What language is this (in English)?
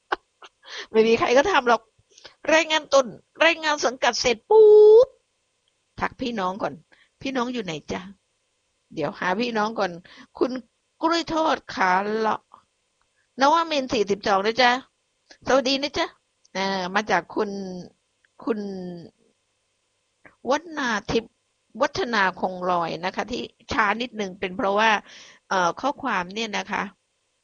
Thai